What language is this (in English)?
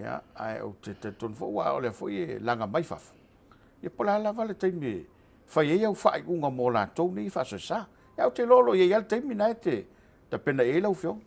Samoan